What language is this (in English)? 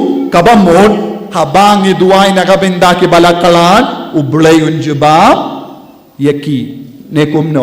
Khasi